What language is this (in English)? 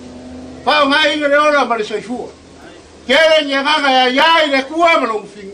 Samoan